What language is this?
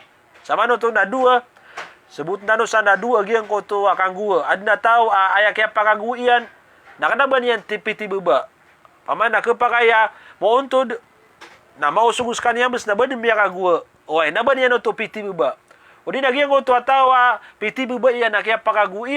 Maranao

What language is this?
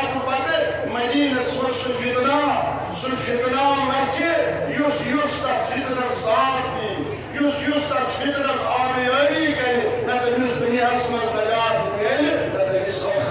Kashmiri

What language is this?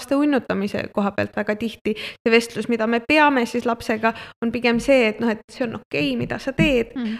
Estonian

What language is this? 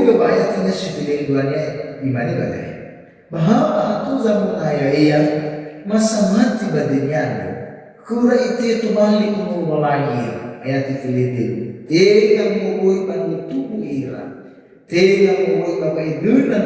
Nias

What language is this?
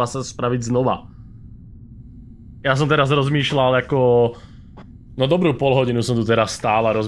Slovak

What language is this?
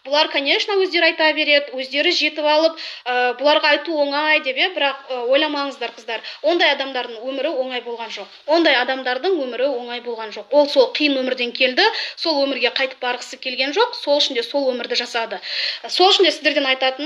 Kazakh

